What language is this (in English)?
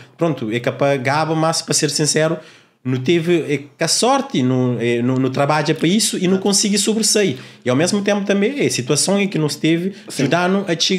Kabuverdianu